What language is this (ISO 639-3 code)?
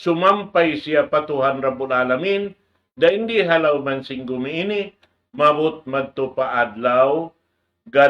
tsg